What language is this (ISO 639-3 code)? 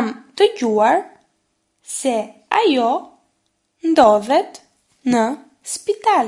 sqi